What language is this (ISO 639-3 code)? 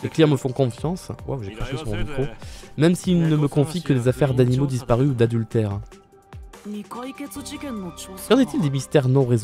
fra